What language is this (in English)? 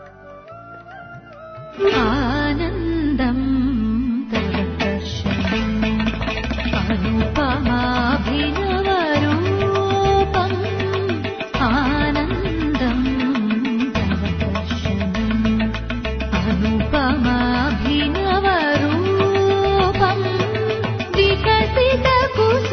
Telugu